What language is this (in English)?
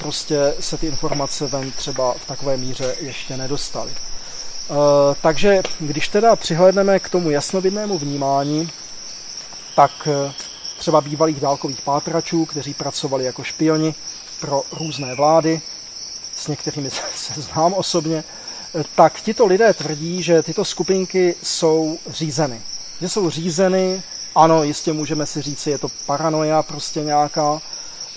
Czech